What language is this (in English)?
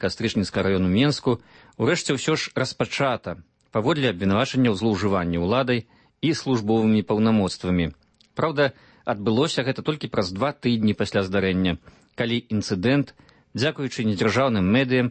Belarusian